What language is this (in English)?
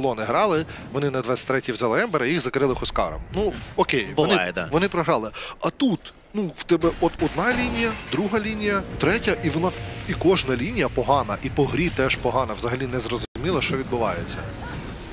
Ukrainian